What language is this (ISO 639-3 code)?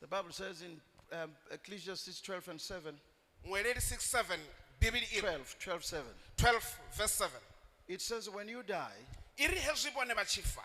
ven